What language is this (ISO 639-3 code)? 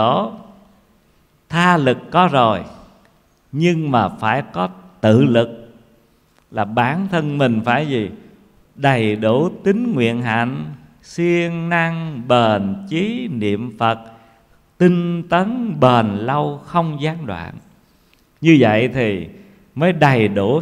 vie